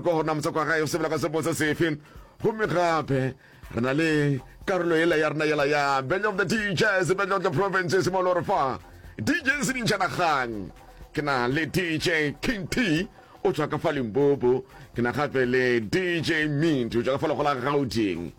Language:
Northern Sotho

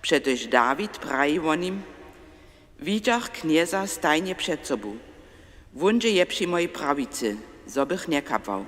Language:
Upper Sorbian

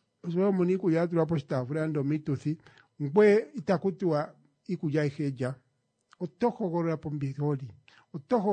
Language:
Kuanyama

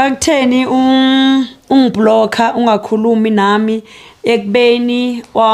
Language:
Zulu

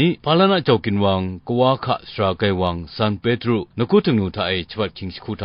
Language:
Kachin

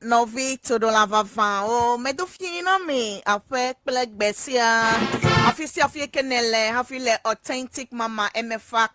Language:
Ewe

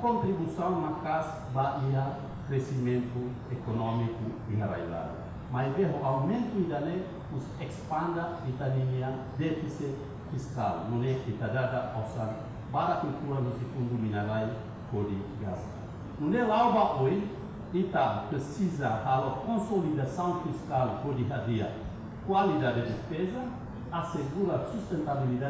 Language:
Tetum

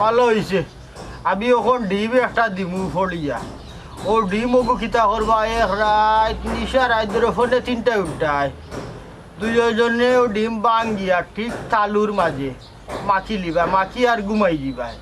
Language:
Sylheti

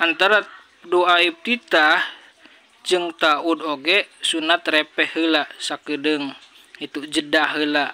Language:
Sundanese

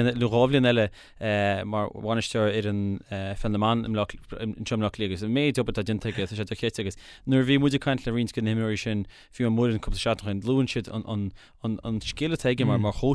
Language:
Irish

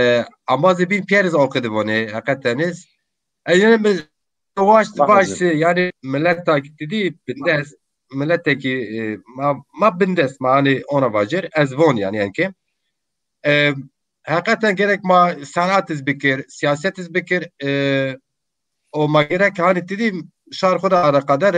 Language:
Zaza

